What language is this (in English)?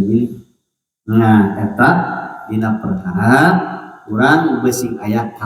Sundanese